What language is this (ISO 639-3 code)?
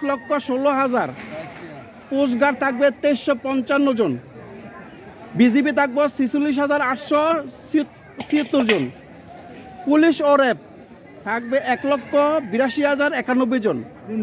ben